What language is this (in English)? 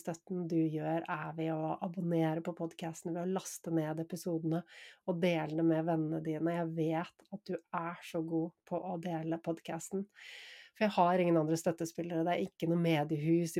Norwegian